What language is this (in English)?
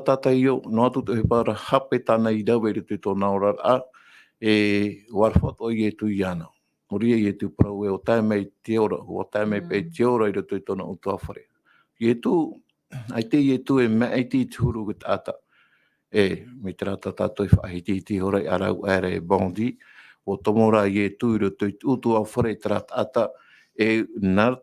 Tahitian